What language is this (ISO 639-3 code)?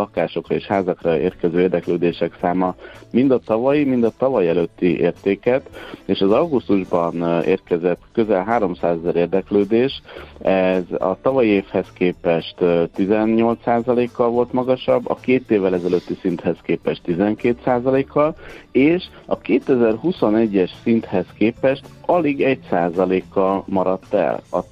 hun